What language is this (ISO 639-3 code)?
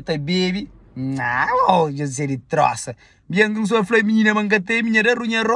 kea